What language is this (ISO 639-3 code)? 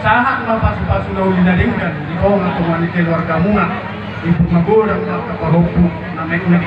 bbc